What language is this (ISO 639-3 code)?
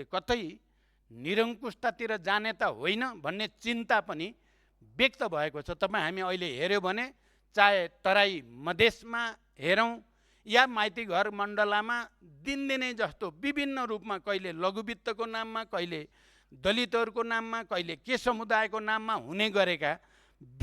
nep